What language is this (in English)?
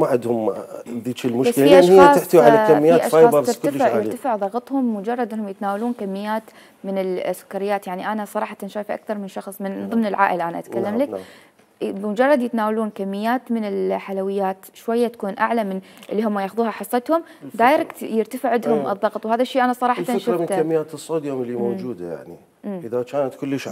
Mesopotamian Arabic